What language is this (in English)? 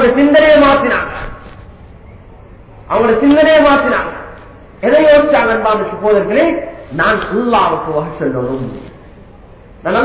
Tamil